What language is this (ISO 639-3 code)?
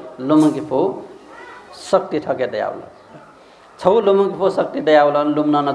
new